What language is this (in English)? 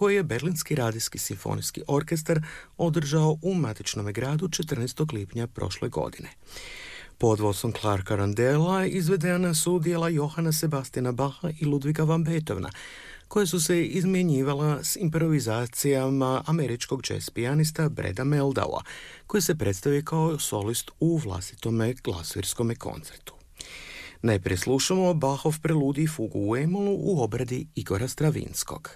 Croatian